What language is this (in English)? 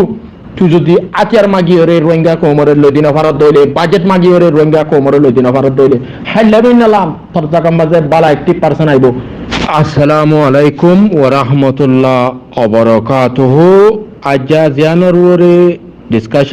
Rohingya